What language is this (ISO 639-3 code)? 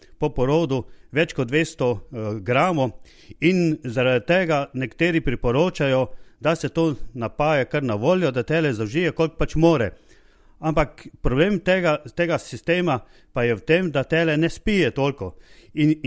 slv